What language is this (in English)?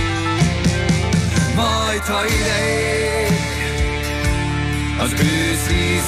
Hungarian